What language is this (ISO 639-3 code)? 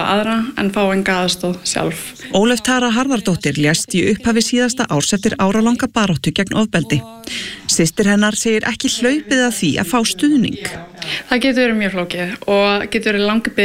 isl